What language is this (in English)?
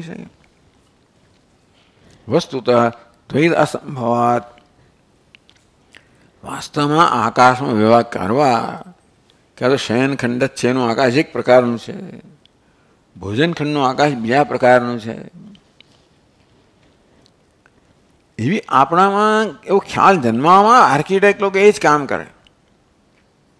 Gujarati